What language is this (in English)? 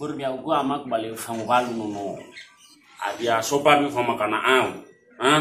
Nias